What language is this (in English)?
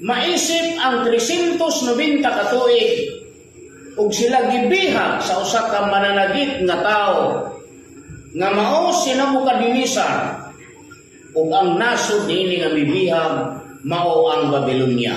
Cebuano